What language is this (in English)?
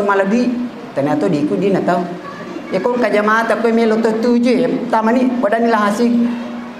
Buginese